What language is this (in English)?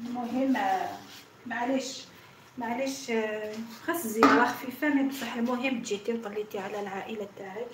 Algerian Arabic